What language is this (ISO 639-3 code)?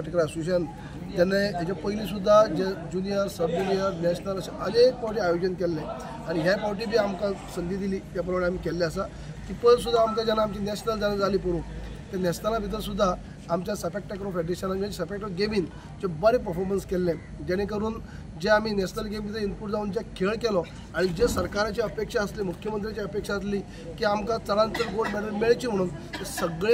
kok